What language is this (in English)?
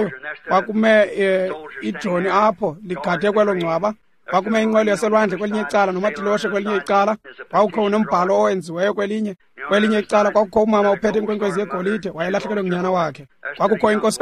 Xhosa